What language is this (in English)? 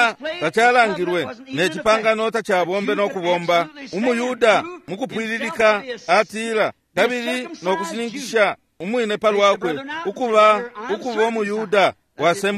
Bemba